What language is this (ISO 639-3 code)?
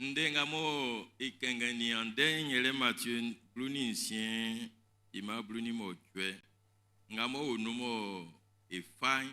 bci